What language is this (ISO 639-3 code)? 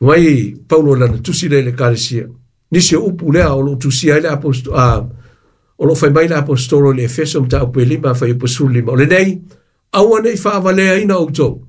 smo